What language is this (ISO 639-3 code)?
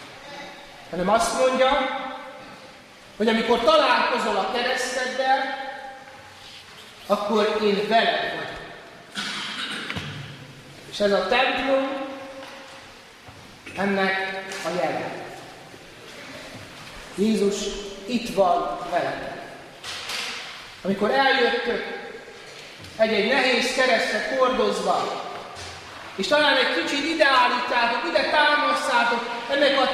hun